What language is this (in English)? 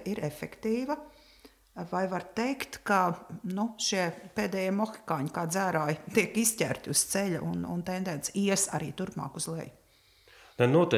Latvian